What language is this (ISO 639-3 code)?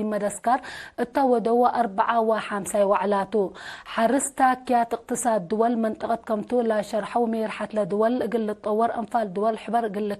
tig